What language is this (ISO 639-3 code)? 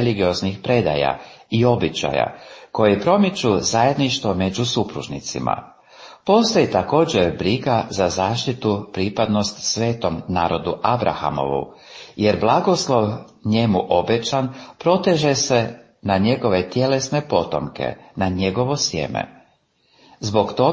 hrv